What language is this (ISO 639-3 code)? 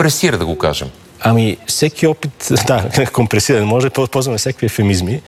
bul